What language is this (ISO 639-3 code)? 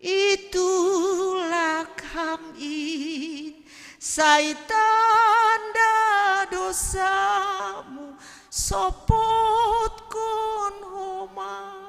bts